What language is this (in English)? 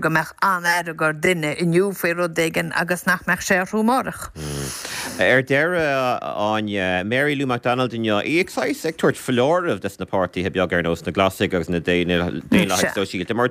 Irish